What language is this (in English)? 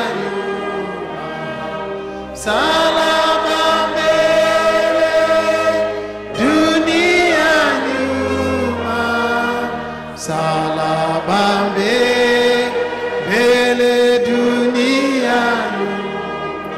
Swahili